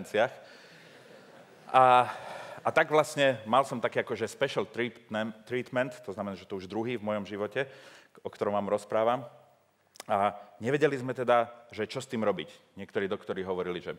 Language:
Slovak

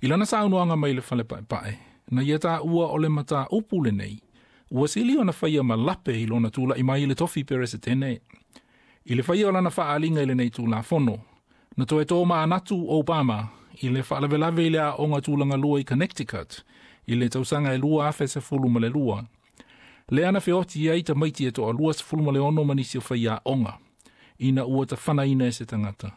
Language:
Samoan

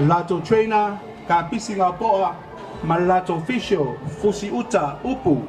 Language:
Samoan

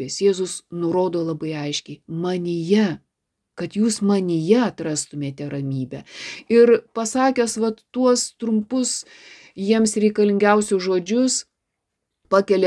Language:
Lithuanian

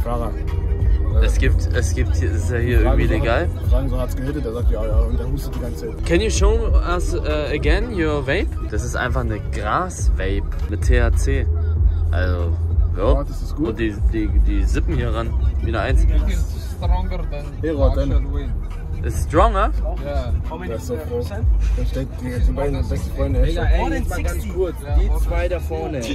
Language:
German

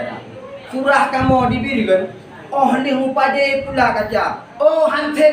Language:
Achinese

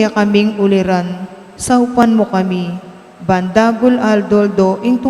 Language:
Pampanga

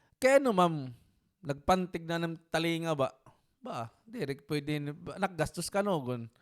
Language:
Waray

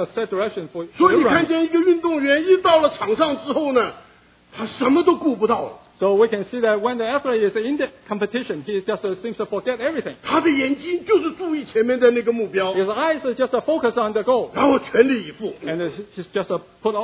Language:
Chinese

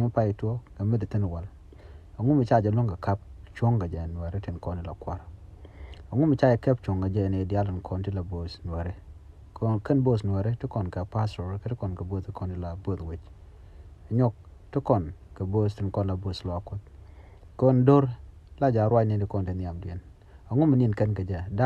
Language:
Nuer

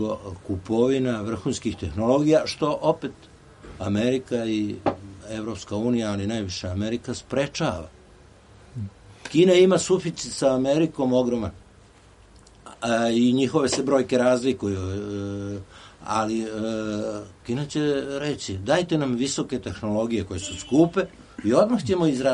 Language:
Serbian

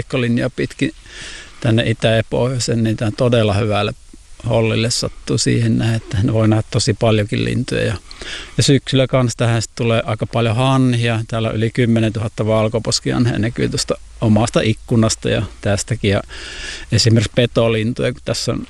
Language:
Finnish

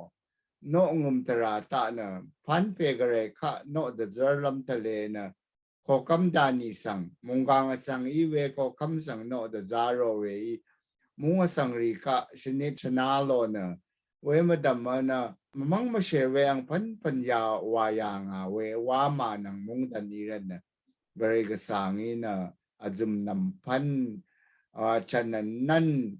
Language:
Rawang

